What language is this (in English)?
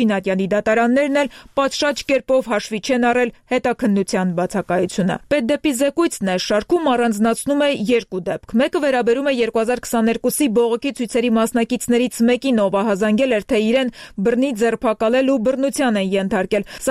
Armenian